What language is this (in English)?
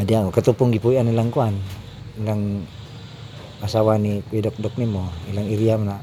Cebuano